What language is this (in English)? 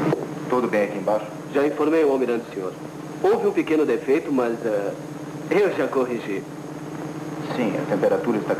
Portuguese